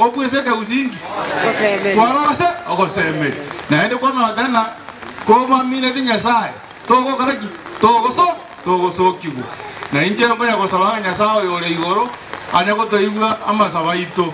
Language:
Gusii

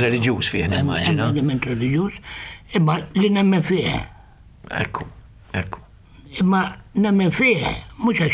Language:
Maltese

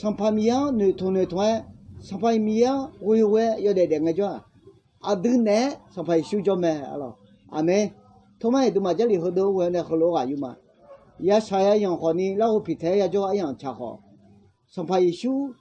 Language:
Akha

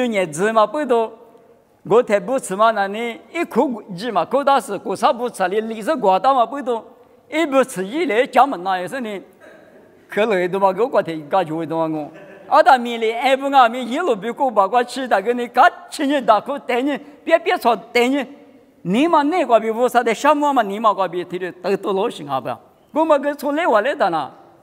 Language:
Lisu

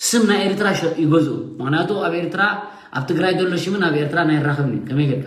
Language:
Tigrinya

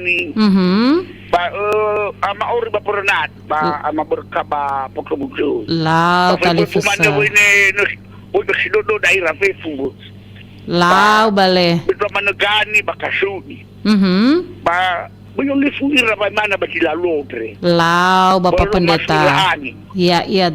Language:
Nias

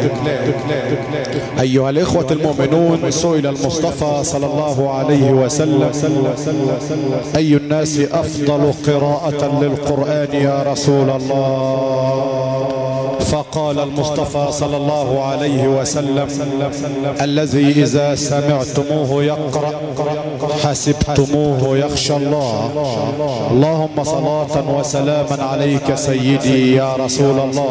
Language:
Arabic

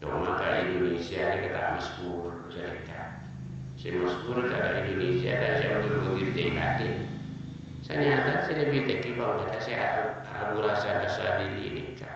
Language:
Madurese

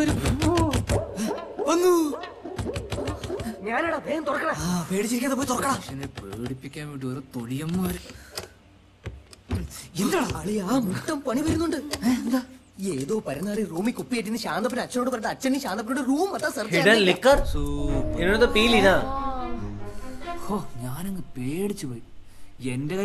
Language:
Malayalam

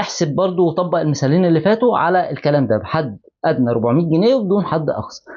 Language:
Egyptian Arabic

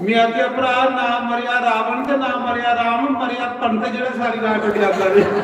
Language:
Dogri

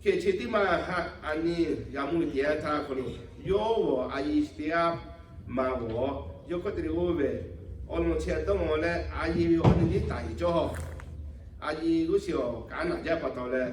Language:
Lahu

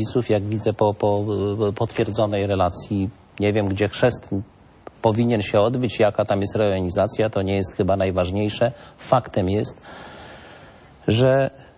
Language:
Polish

